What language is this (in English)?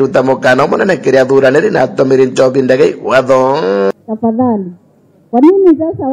Meru